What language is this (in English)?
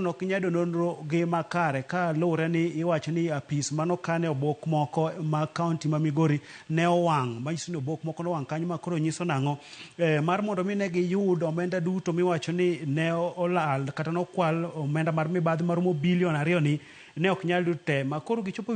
Luo (Kenya and Tanzania)